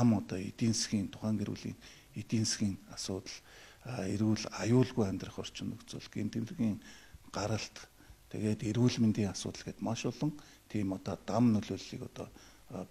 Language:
Mongolian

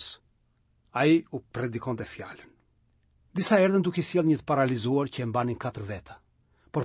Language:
Albanian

